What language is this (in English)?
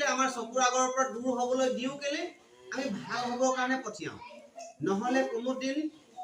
Assamese